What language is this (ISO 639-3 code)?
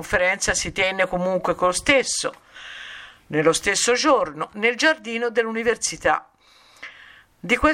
ita